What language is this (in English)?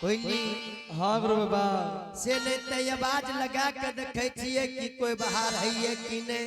Angika